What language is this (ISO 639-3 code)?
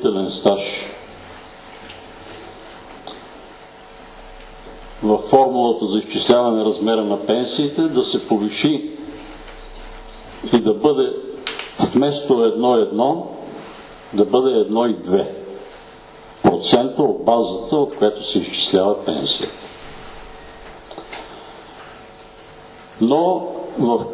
bul